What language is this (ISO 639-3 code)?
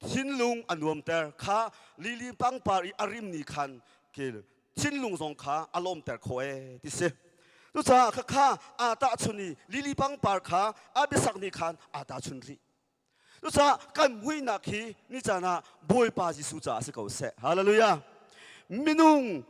cnh